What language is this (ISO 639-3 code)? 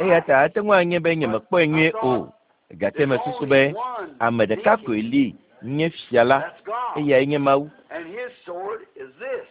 ewe